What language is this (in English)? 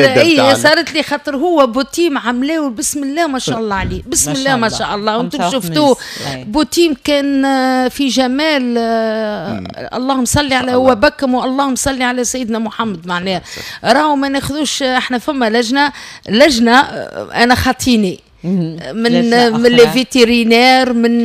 Tunisian Arabic